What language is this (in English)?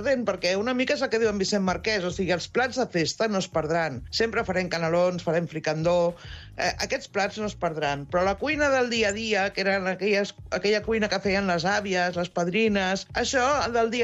Catalan